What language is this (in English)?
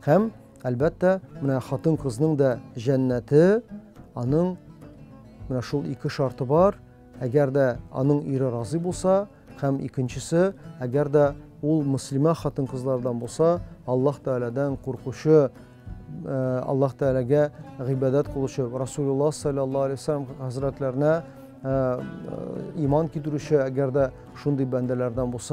Tatar